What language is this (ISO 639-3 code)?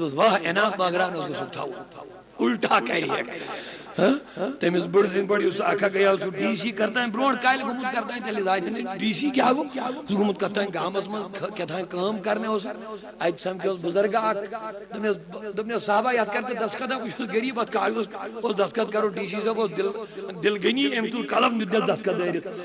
kas